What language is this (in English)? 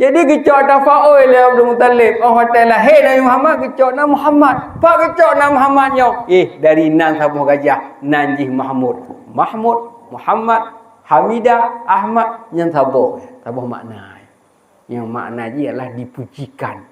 Achinese